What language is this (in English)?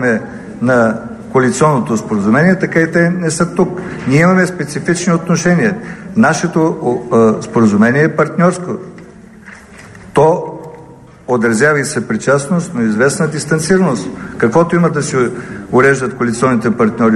Bulgarian